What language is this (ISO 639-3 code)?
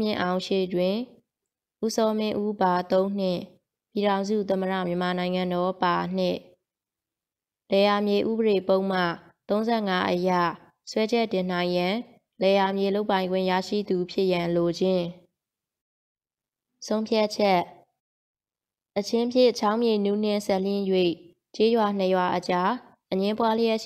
mya